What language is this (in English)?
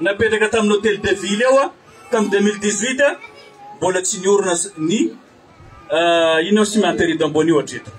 Malagasy